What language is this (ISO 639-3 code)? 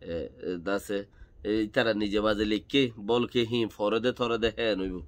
rhg